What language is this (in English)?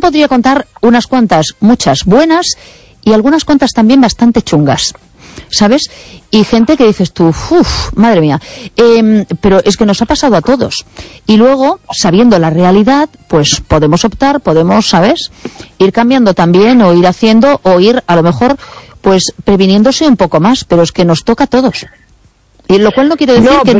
Spanish